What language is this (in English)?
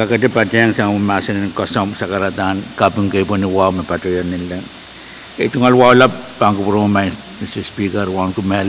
Pohnpeian